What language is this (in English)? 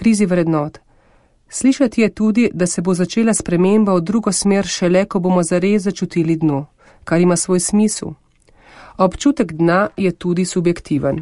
Slovenian